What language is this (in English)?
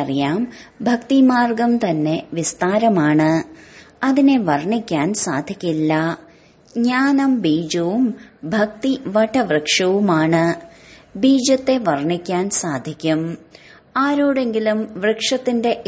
Malayalam